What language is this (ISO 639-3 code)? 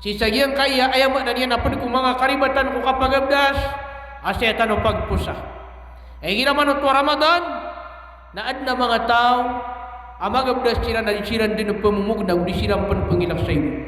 mrw